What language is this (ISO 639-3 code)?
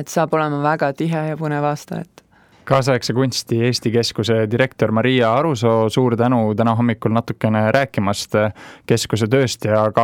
est